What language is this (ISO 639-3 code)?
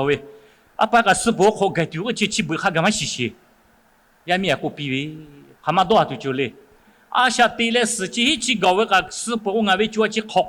lhu